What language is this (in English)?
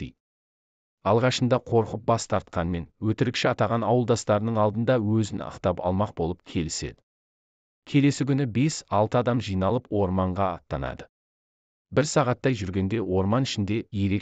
Kazakh